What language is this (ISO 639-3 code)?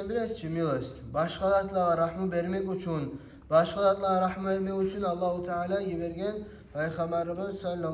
kum